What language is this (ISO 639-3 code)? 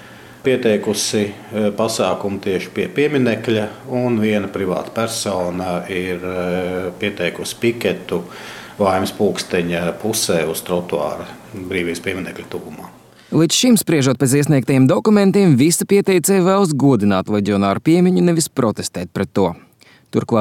lav